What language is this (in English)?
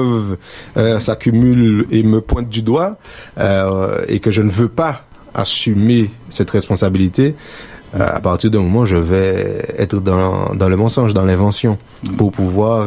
French